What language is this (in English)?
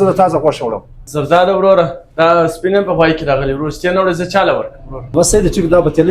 Pashto